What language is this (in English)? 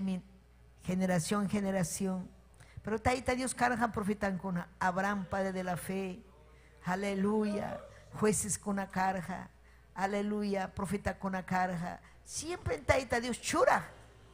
Ayacucho Quechua